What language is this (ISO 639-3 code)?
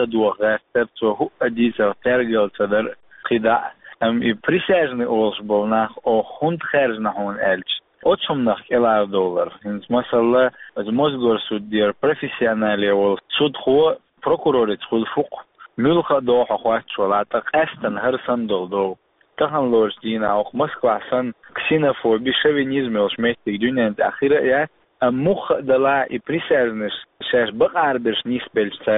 che